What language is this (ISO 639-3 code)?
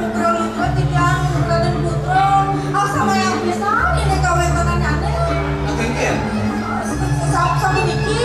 ban